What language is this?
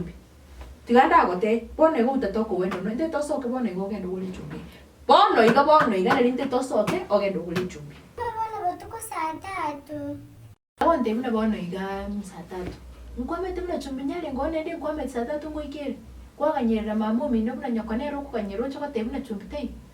Gusii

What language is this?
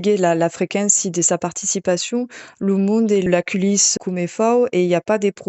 Occitan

